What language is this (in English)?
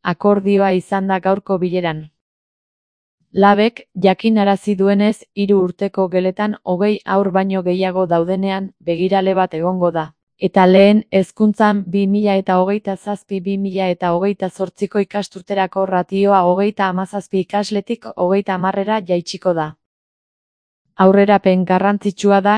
Basque